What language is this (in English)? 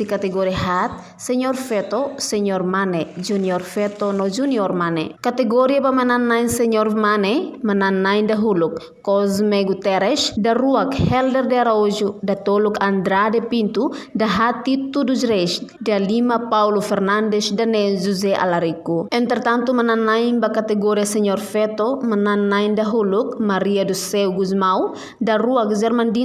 Tetum